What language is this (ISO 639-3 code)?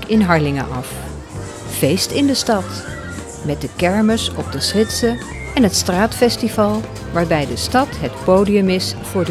nld